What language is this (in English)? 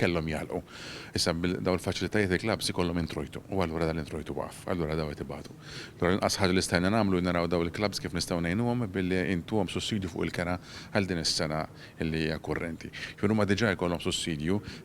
Maltese